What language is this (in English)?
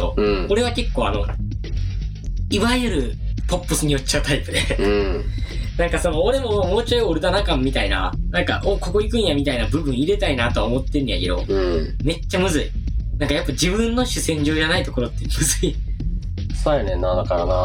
Japanese